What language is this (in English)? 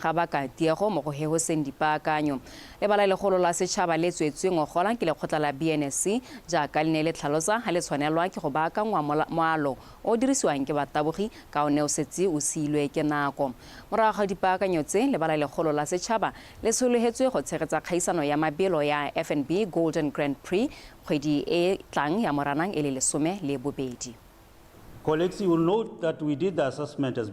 Tswana